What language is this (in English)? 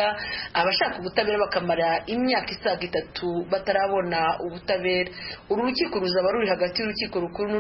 Kinyarwanda